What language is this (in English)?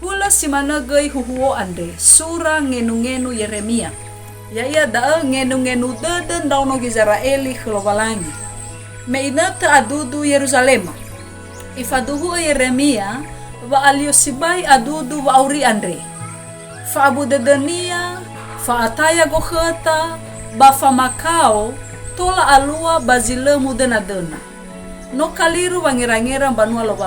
Nias